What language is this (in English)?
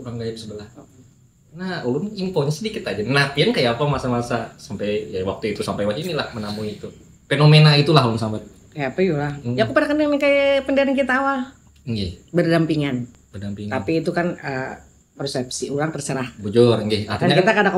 Banjar